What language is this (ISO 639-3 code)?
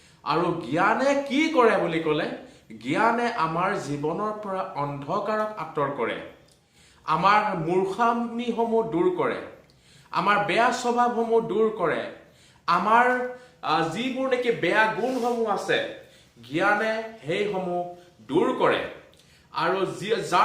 asm